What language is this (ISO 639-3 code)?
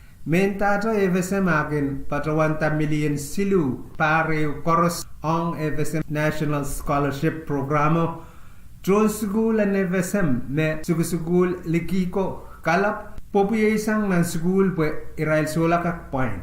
pon